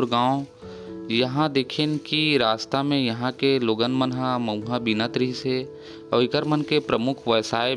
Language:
Chhattisgarhi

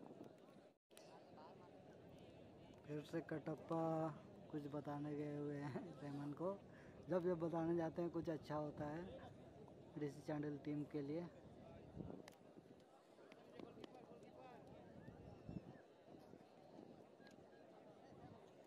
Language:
Hindi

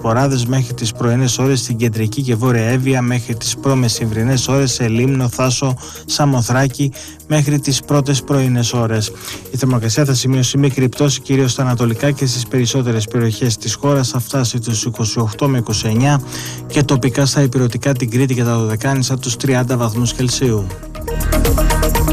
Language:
Greek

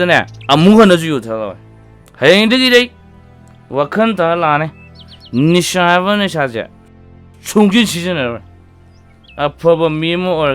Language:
Manipuri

